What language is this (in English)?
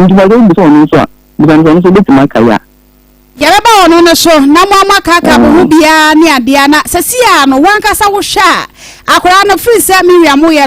Akan